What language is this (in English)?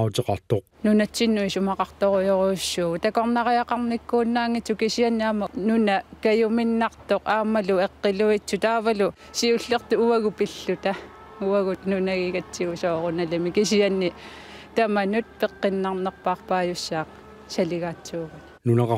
Kalaallisut